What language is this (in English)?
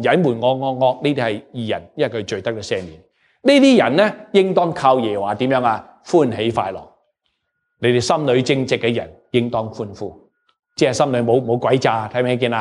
Cantonese